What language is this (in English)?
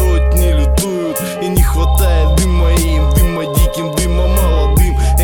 Russian